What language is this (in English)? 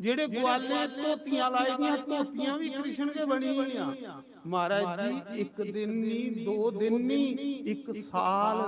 Dogri